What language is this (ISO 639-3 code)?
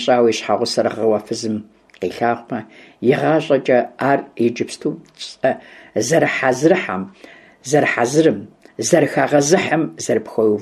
kbd